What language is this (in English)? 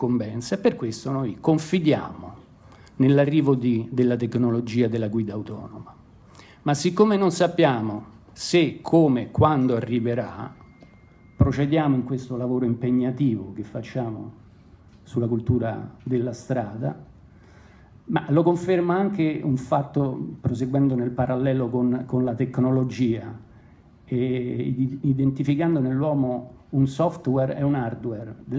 Italian